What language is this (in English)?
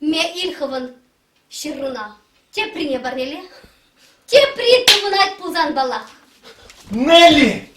Chuvash